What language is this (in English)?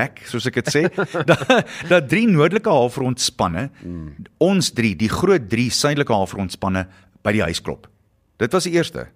Afrikaans